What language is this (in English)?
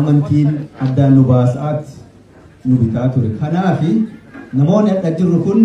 Oromo